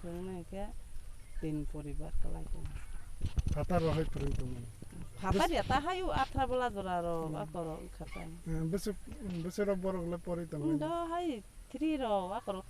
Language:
Kok Borok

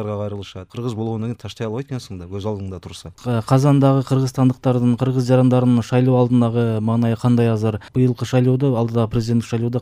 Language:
Kyrgyz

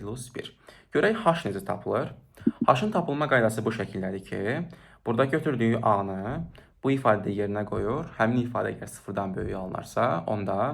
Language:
Azerbaijani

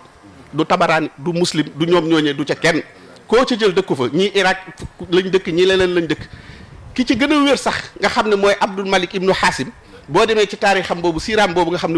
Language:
Wolof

